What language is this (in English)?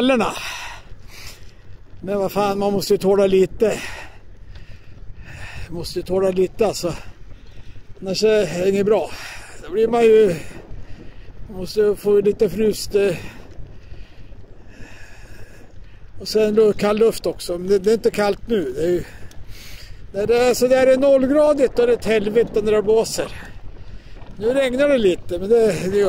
Swedish